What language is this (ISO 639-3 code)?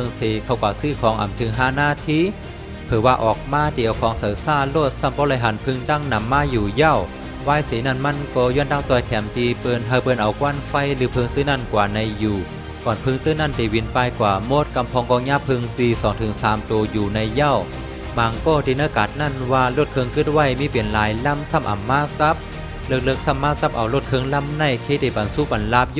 shn